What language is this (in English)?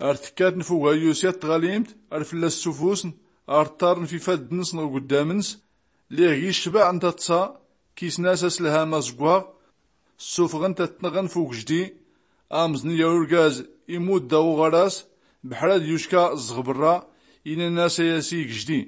Tachelhit